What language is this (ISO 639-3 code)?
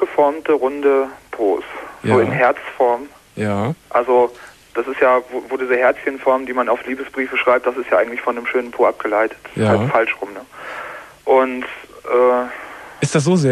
deu